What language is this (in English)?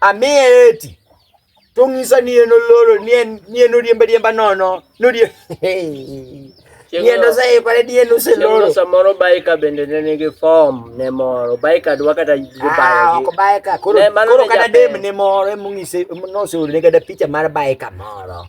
Luo (Kenya and Tanzania)